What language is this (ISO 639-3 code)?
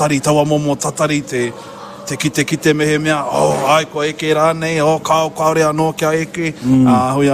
mri